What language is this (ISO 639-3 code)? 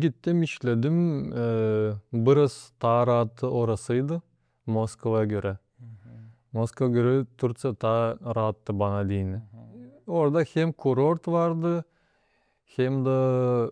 gag